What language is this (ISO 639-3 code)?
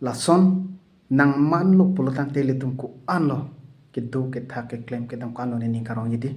mjw